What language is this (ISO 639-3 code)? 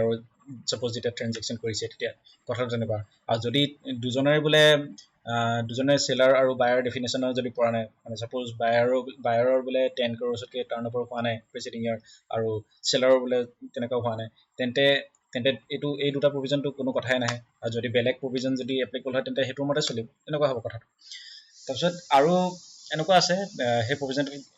asm